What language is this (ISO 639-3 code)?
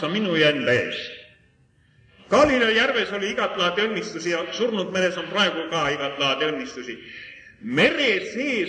est